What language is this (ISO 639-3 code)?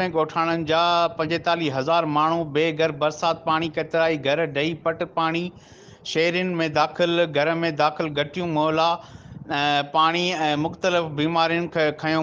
snd